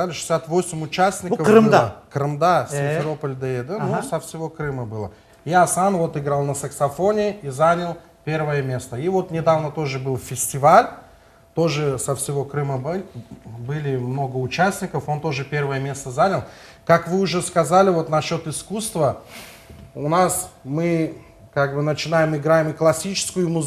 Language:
Crimean Tatar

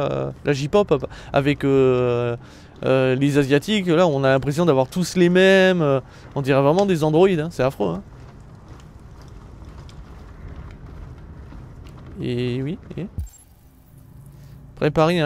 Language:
French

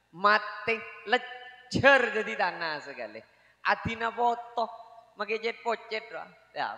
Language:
Madurese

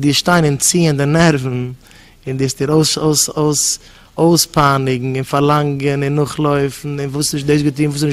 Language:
Yiddish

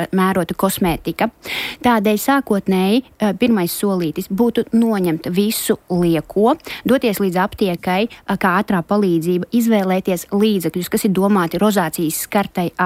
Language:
Latvian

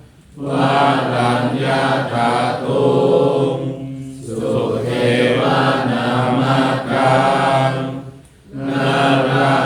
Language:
Pali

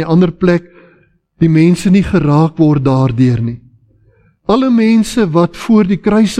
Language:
Afrikaans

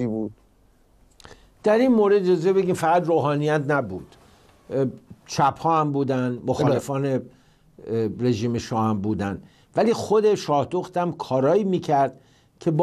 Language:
Persian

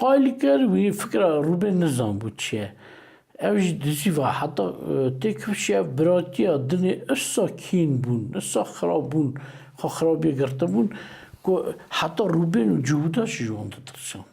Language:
Kurdish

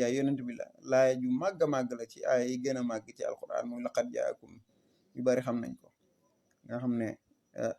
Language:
Wolof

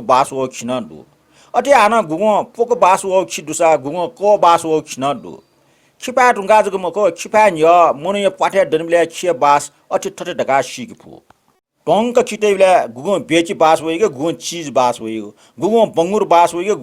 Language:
Newari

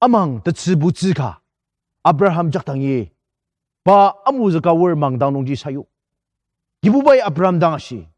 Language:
Ao Naga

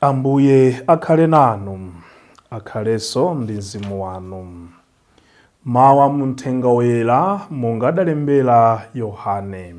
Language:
Nyanja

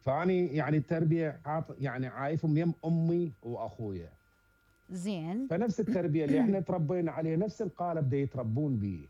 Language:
Mesopotamian Arabic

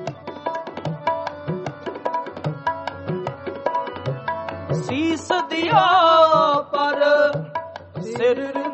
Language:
Punjabi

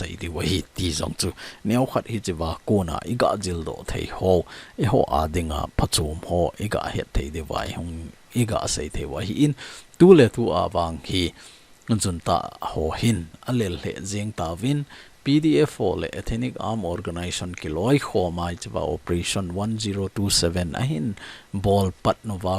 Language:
Thado Chin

